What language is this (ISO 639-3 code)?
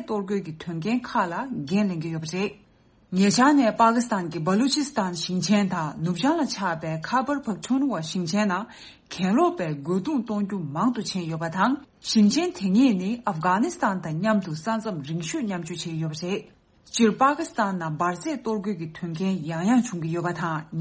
bod